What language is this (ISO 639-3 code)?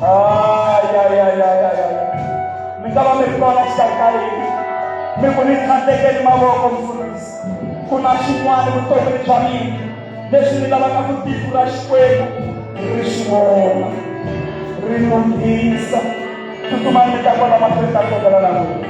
tso